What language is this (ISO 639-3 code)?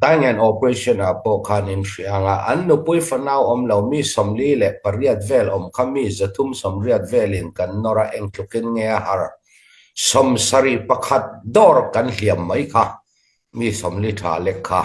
cnh